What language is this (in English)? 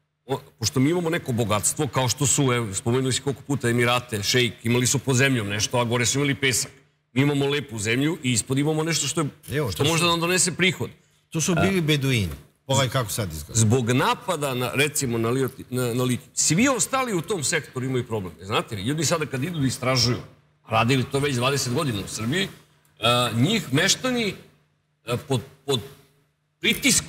Serbian